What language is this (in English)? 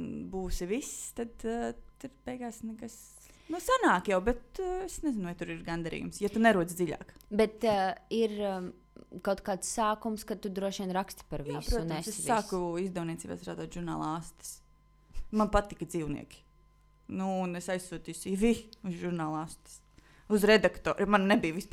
Latvian